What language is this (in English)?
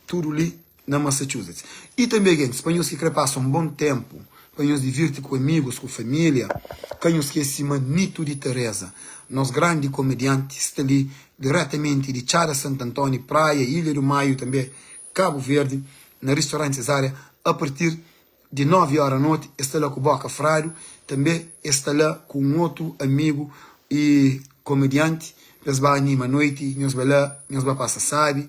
Kabuverdianu